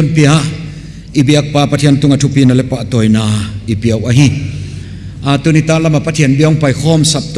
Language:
Tedim Chin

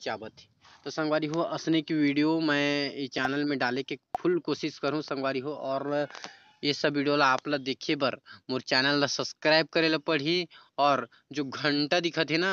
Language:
Chhattisgarhi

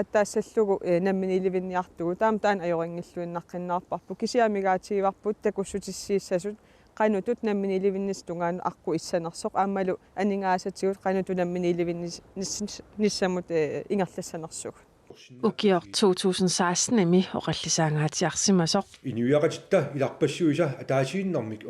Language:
Kalaallisut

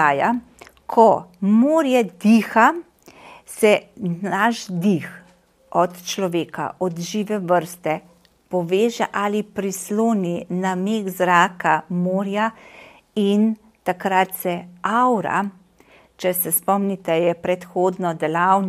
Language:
Slovenian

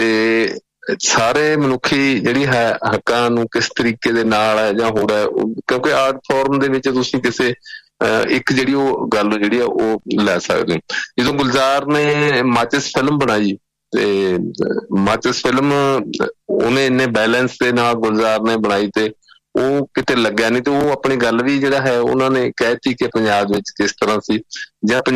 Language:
Punjabi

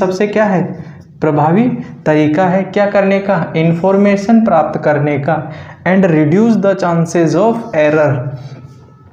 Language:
Hindi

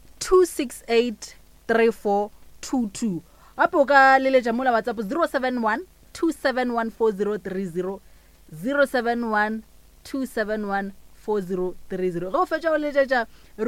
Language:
Northern Sotho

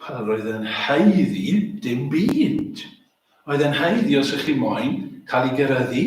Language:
Welsh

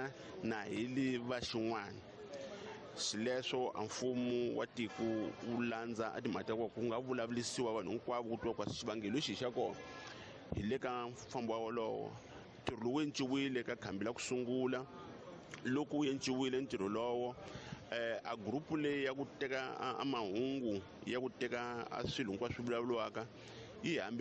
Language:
Tsonga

